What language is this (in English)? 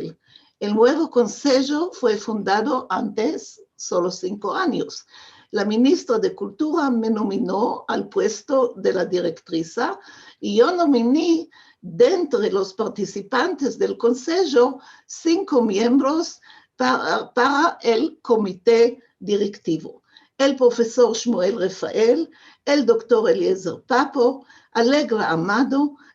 Ladino